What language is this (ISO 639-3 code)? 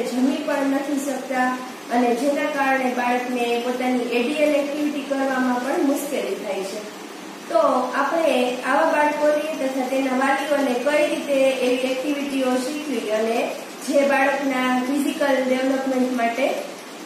guj